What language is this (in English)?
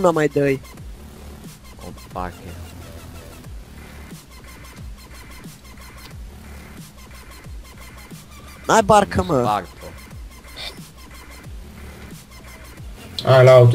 Romanian